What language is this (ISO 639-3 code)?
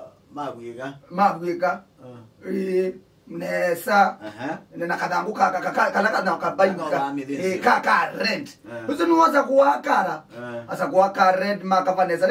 kam